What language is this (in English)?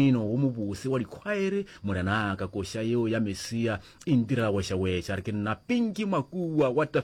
Northern Sotho